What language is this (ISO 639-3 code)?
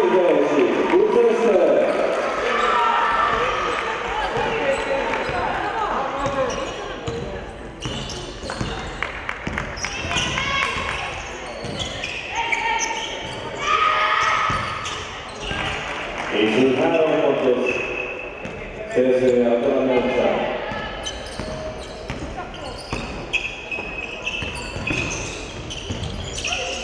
hun